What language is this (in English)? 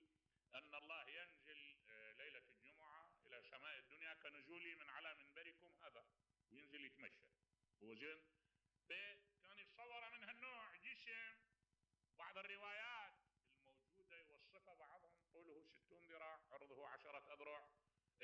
Mesopotamian Arabic